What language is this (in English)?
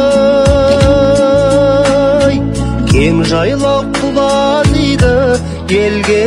Kazakh